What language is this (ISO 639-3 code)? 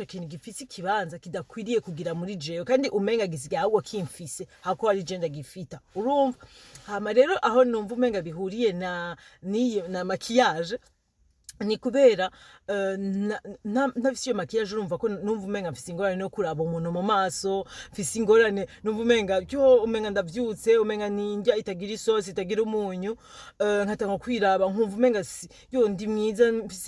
run